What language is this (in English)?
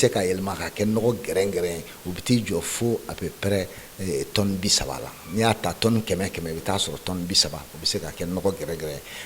Bambara